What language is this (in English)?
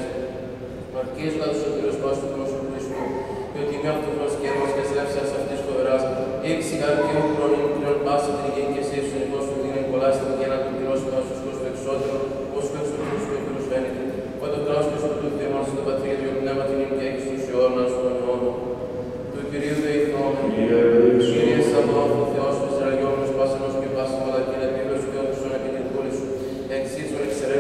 Greek